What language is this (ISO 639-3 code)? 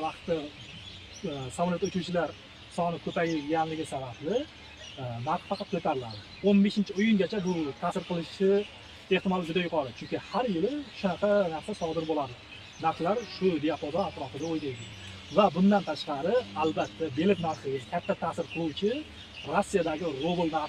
uzb